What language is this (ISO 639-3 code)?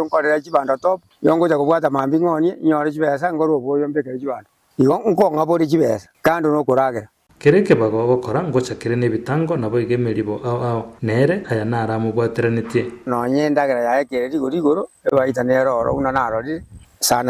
guz